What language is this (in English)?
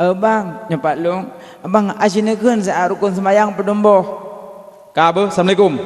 Achinese